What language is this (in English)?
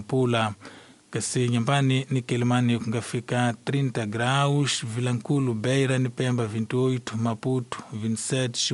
Tsonga